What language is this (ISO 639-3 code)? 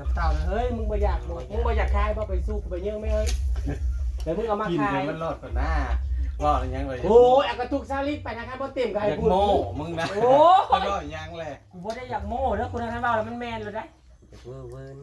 tts